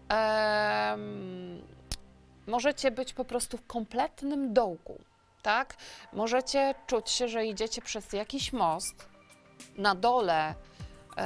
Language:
Polish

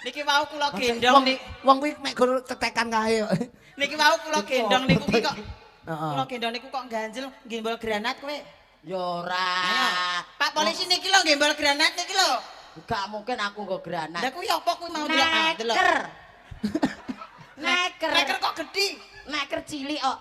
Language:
Javanese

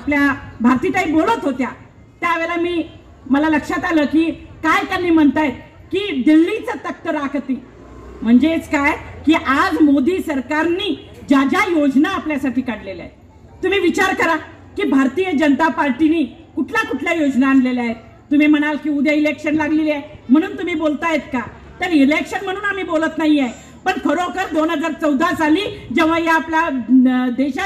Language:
Marathi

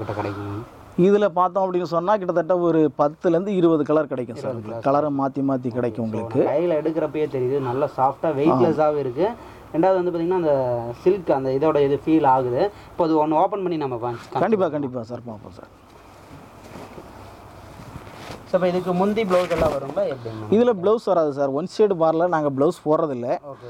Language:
Tamil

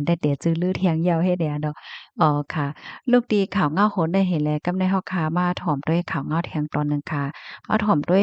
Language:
Shan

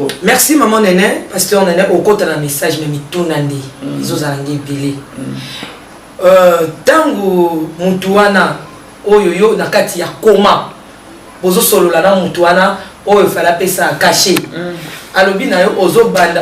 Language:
Lingala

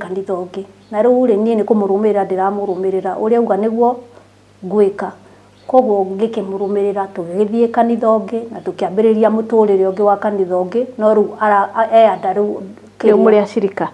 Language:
Kikuyu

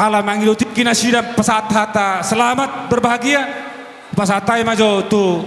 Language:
Batak Toba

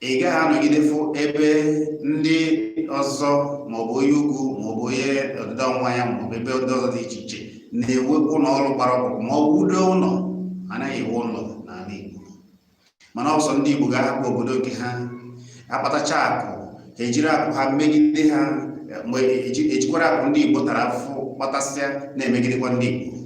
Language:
Igbo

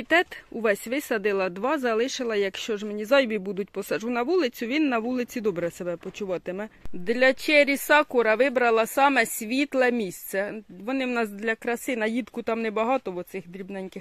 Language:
Ukrainian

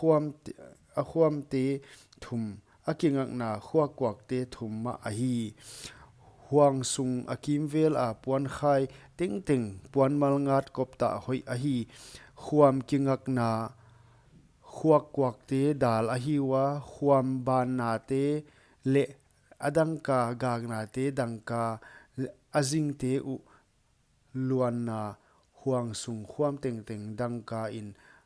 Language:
Paite Chin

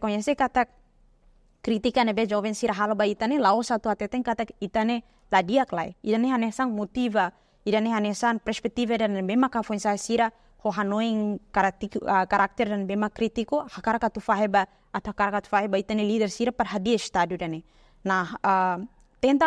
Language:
Tetum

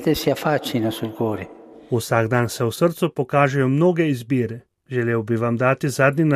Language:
Slovenian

